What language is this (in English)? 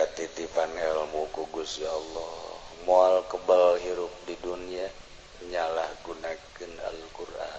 Sundanese